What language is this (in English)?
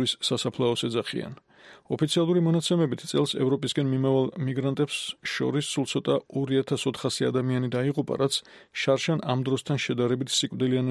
Georgian